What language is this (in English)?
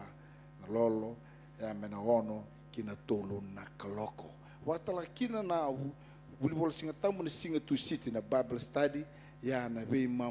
Fijian